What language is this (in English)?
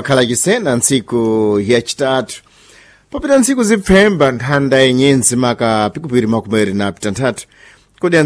Sena